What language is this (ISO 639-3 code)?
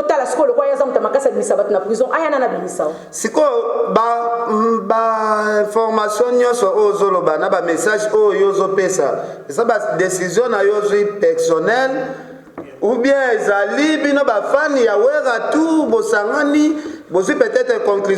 lin